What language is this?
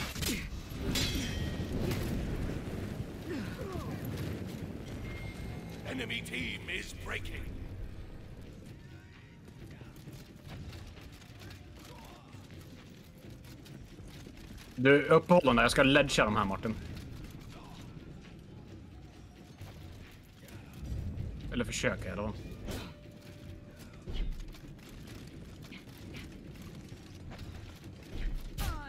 Swedish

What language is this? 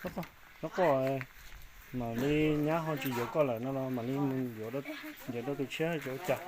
Hmong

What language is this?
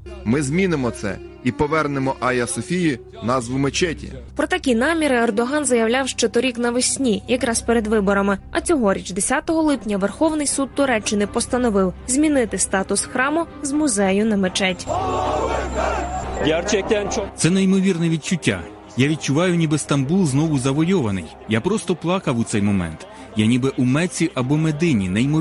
Ukrainian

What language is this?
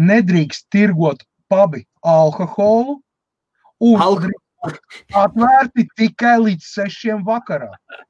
Latvian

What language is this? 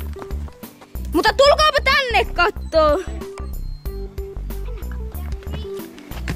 Finnish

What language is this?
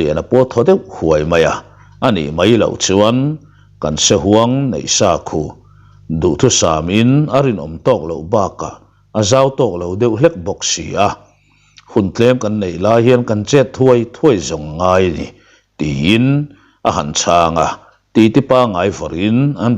Mizo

